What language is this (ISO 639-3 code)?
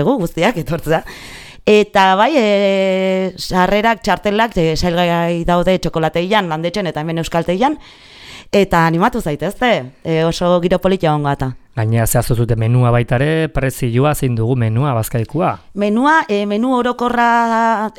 eus